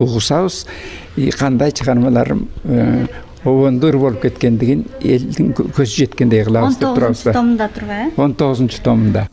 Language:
Kyrgyz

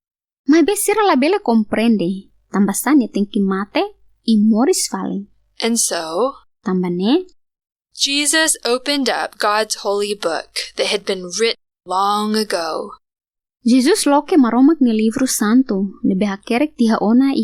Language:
Tetum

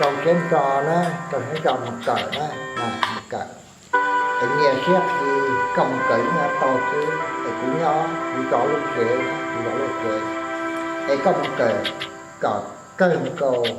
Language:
Hmong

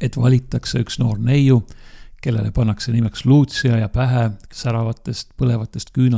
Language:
Estonian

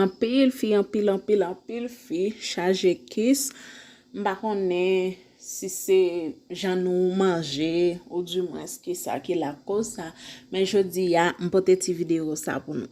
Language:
Haitian Creole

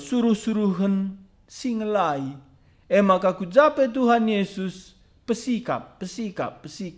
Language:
Batak Karo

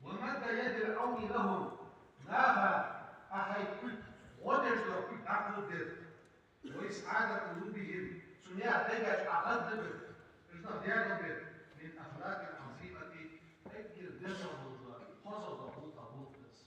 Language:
Ingush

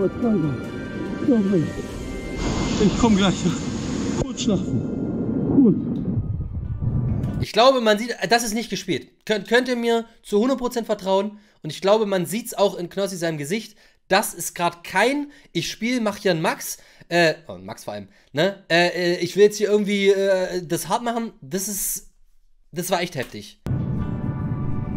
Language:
German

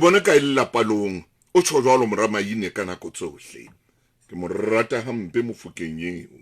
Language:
Southern Sotho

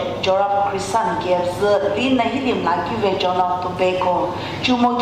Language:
Sumi Naga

